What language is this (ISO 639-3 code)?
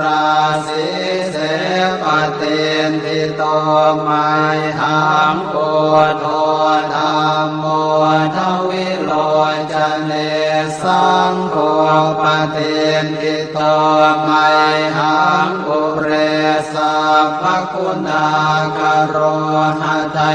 pli